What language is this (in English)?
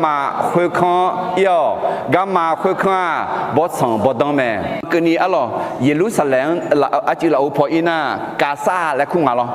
Akha